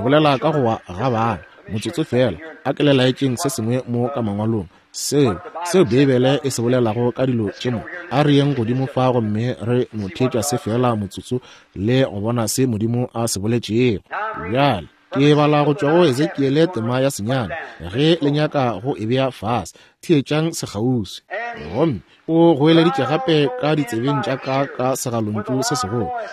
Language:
Northern Sotho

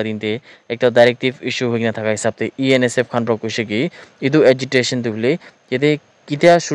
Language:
Naga Pidgin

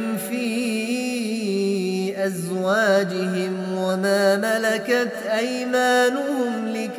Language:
Arabic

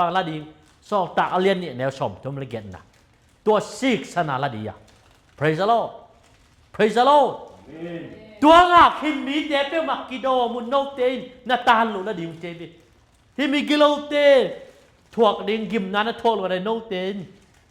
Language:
Tedim Chin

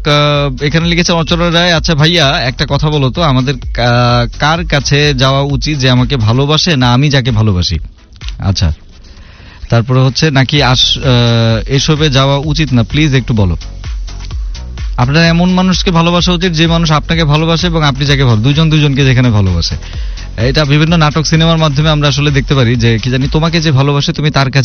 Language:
Bangla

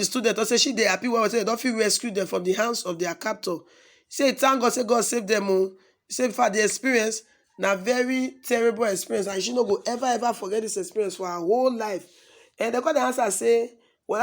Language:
Nigerian Pidgin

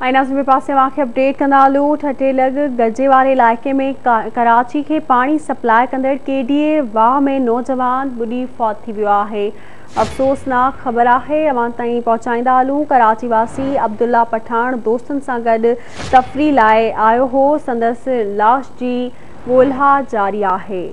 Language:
Sindhi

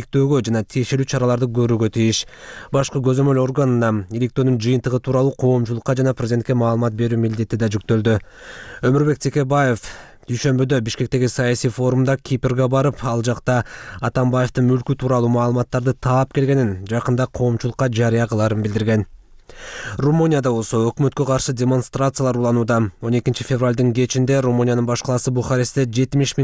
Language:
Kyrgyz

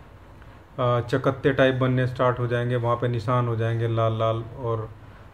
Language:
Hindi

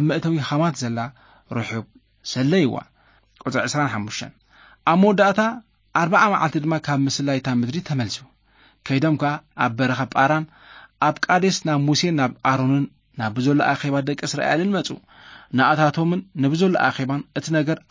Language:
Tigrinya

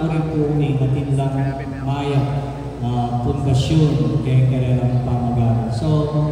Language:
Pampanga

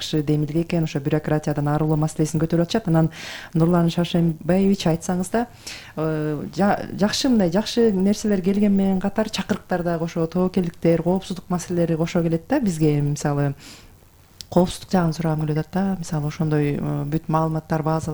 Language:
Kyrgyz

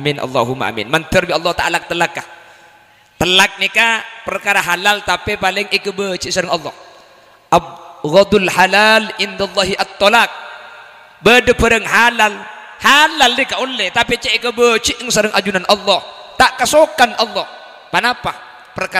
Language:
Madurese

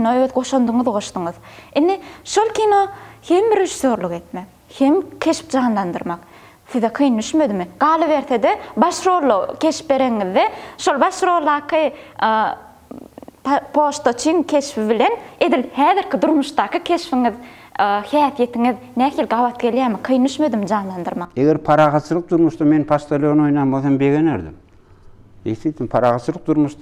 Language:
Turkmen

